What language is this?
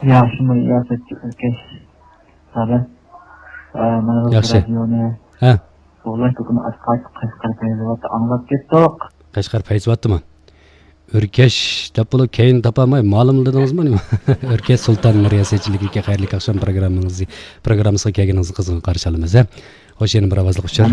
Uyghur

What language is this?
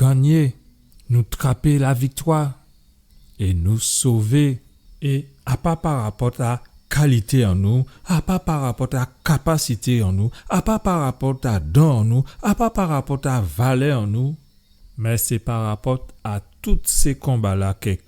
Guadeloupean Creole French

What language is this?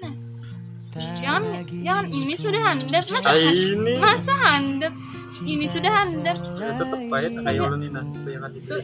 Banjar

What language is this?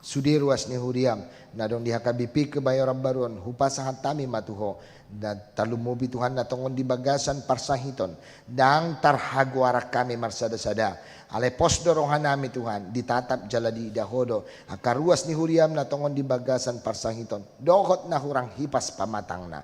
Batak Toba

